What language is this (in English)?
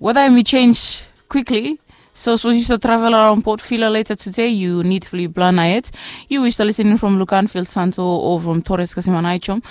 Bislama